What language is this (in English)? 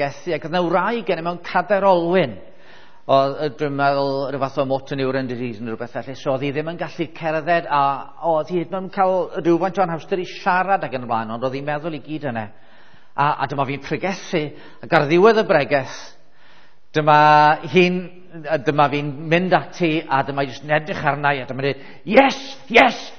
Welsh